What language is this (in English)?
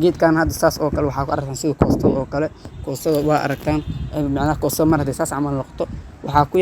Somali